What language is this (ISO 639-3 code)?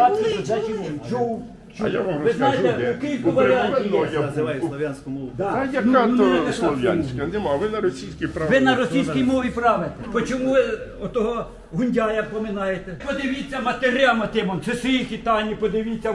ukr